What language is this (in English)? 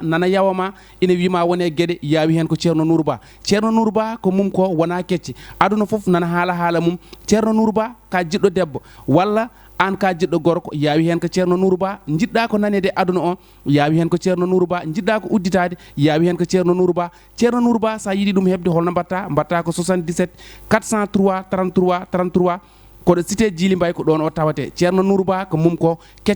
Fula